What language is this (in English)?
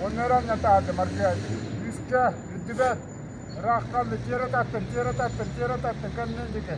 Yakut